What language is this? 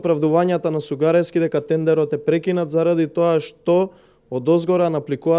Macedonian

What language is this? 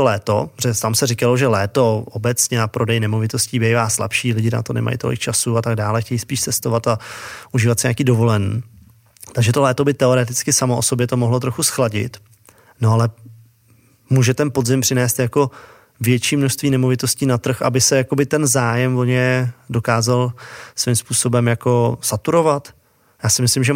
Czech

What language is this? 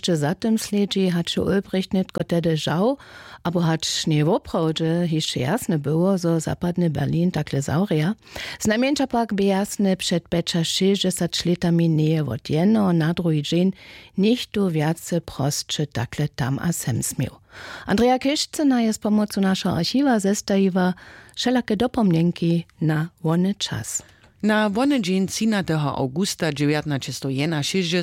Upper Sorbian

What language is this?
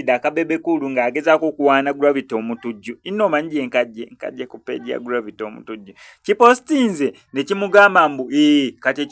Ganda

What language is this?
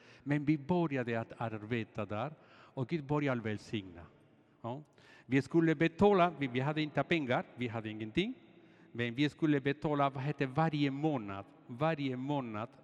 Swedish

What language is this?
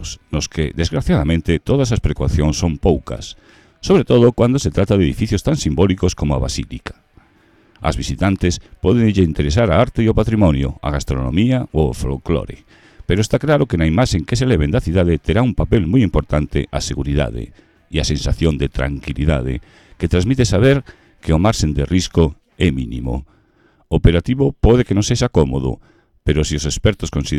Galician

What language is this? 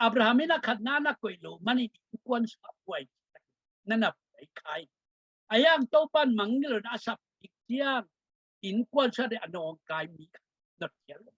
Tedim Chin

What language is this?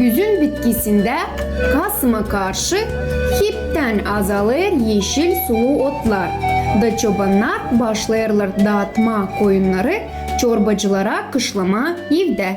Gagauz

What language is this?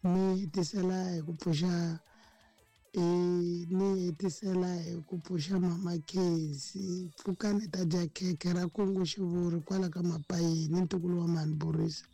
Tsonga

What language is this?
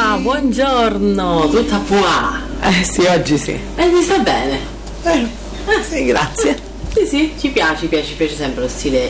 Italian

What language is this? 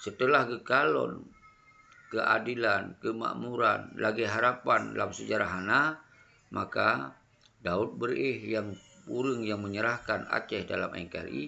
Achinese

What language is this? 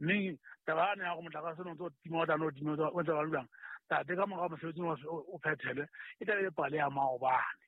Southern Sotho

